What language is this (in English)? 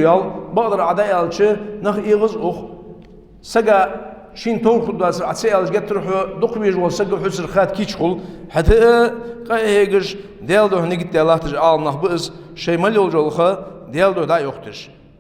Ingush